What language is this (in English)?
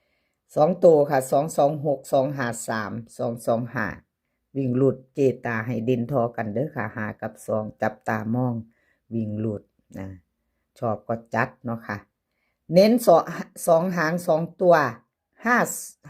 Northeastern Thai